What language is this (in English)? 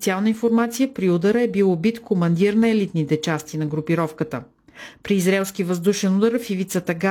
Bulgarian